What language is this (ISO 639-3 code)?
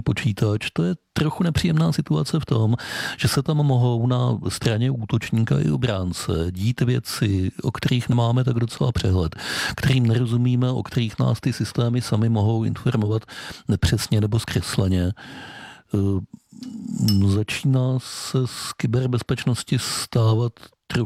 ces